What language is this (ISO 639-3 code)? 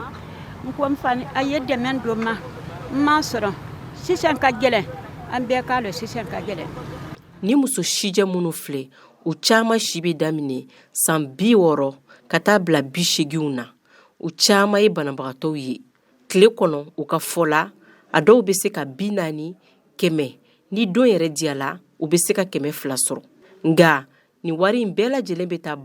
bam